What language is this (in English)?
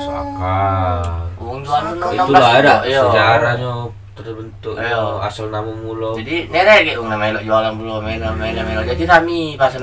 Musi